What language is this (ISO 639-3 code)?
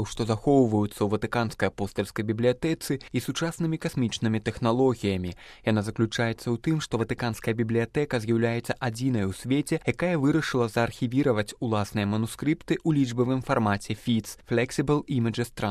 bel